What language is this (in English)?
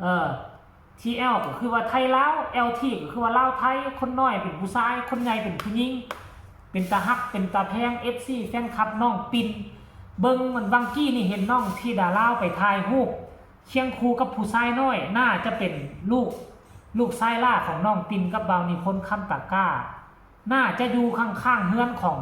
Northeastern Thai